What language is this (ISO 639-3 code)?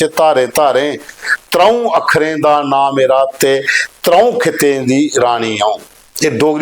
doi